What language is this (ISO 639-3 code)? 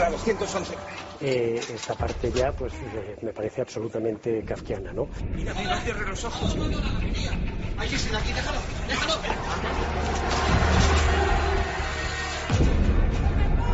spa